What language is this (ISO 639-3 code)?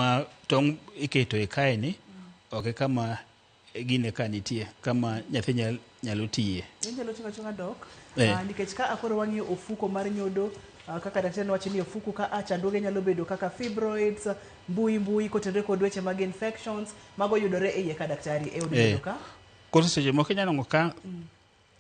luo